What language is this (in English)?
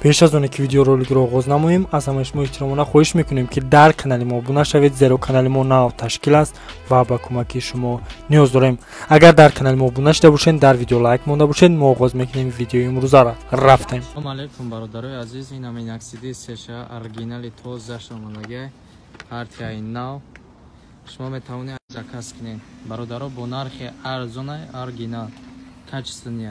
Tajik